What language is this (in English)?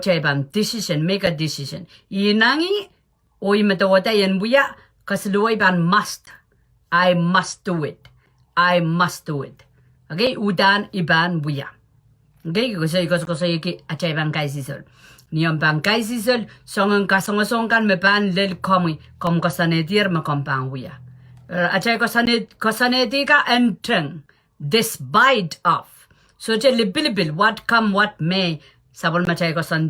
Pohnpeian